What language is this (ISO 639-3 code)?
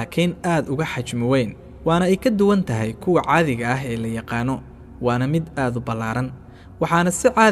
som